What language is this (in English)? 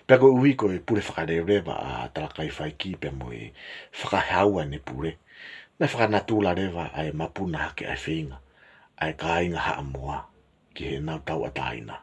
Tongan